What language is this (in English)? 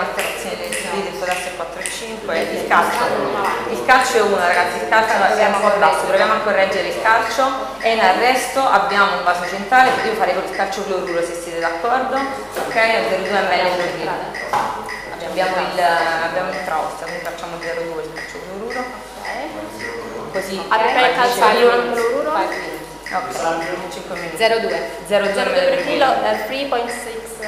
Italian